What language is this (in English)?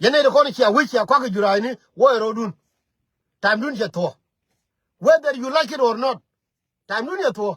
Nuer